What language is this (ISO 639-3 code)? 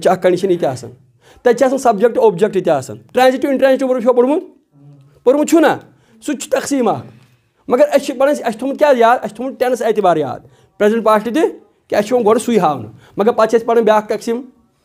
kas